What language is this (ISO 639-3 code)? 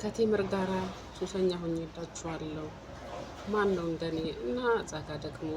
amh